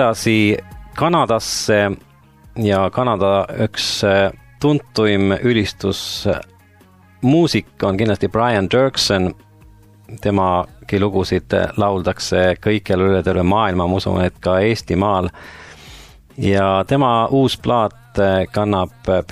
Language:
Estonian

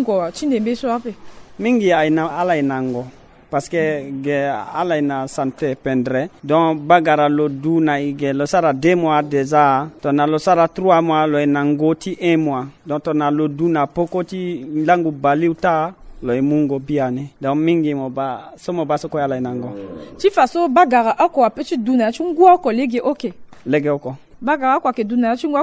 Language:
Sango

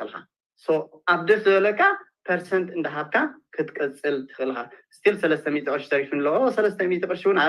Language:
Tigrinya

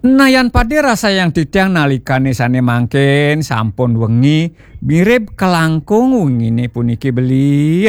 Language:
Balinese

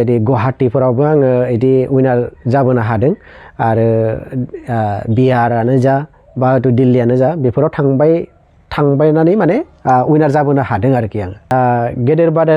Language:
Bodo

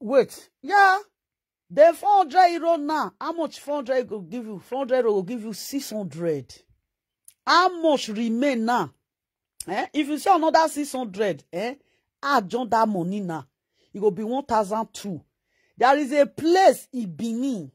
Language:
Nigerian Pidgin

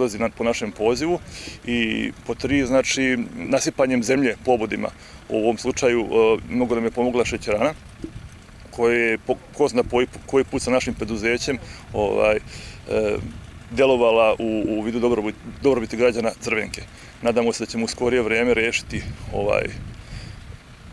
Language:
Serbian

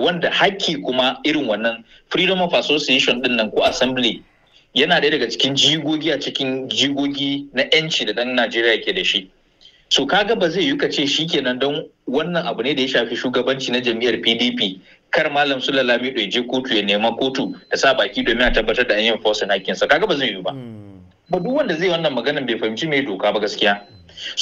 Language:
Hausa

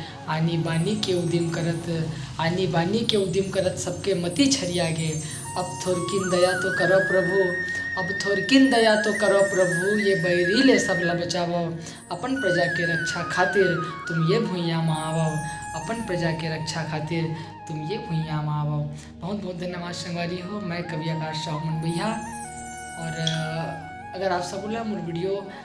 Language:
Chhattisgarhi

